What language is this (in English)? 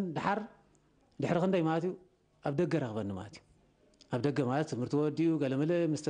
Tigrinya